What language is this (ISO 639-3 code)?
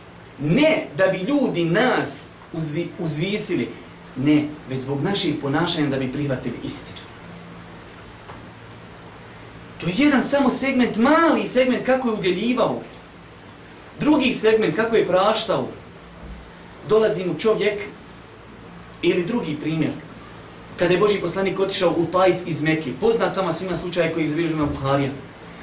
bos